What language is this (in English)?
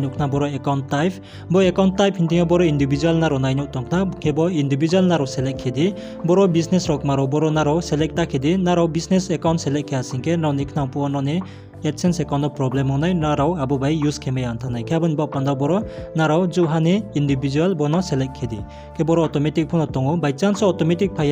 Riang (India)